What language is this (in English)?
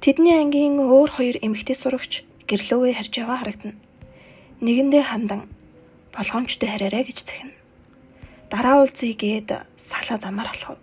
Mongolian